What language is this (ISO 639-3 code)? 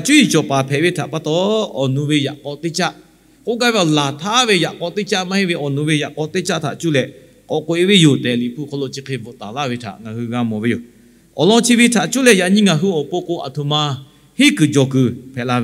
lhu